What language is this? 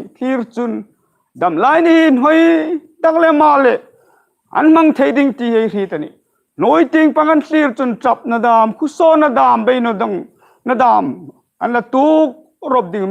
Hmar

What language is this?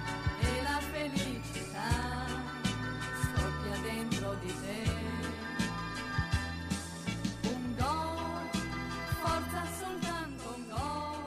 Italian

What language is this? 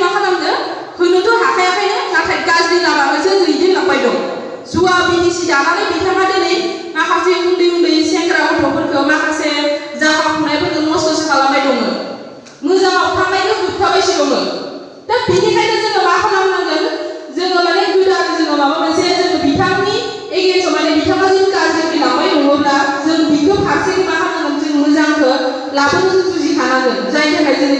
Bodo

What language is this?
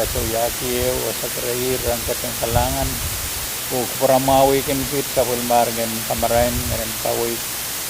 Pohnpeian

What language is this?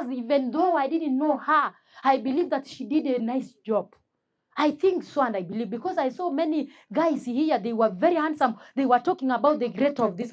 Gusii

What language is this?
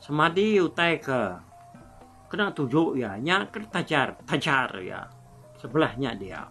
Iban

